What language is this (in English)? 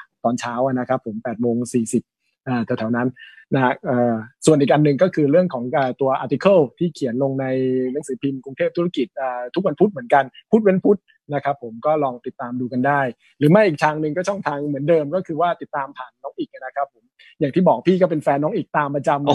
Thai